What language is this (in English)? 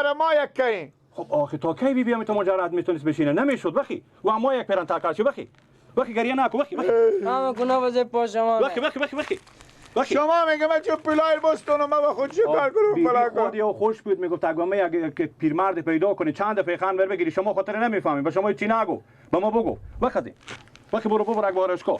Persian